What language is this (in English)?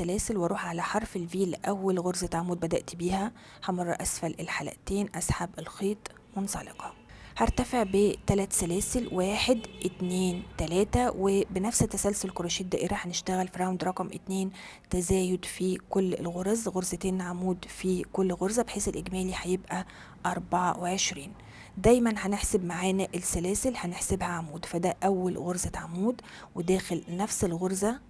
Egyptian Arabic